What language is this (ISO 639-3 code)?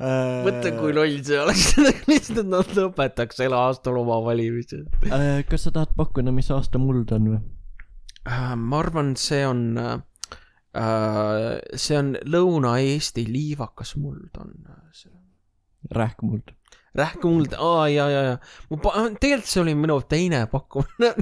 est